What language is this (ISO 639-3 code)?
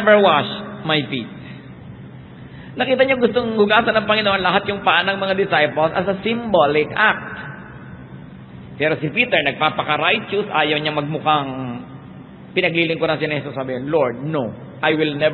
fil